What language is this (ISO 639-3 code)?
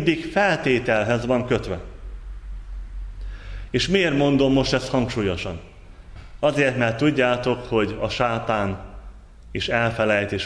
hun